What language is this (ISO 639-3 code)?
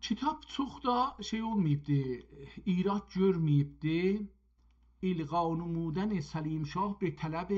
azb